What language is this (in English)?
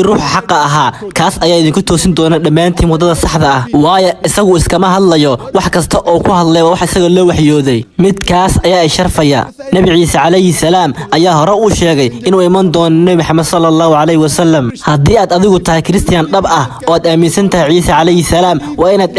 Somali